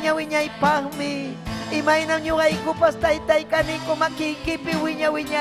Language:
Ayacucho Quechua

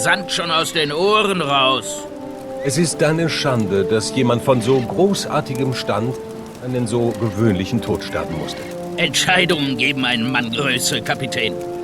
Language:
Bavarian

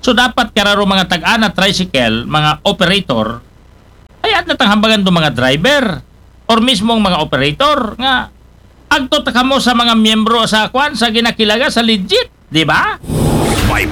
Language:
Aklanon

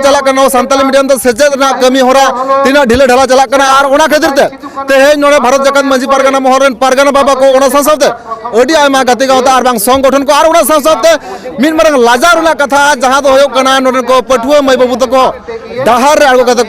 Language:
Santali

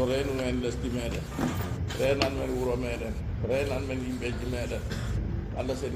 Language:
Fula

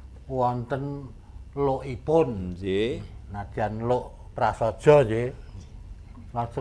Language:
Javanese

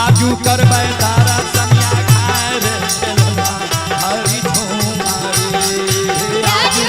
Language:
Maithili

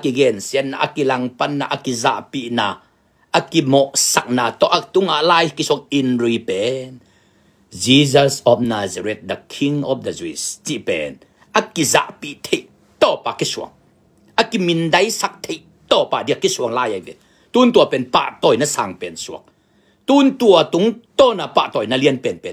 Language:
Tedim Chin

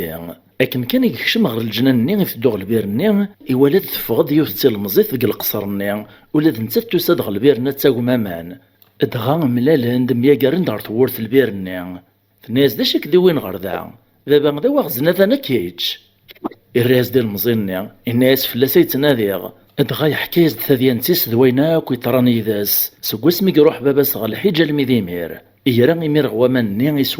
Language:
Kabyle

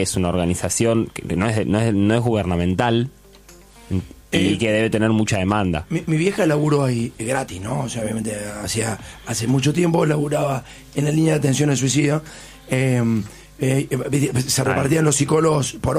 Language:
Spanish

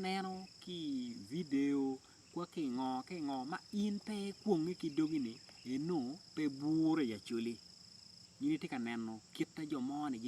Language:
Acoli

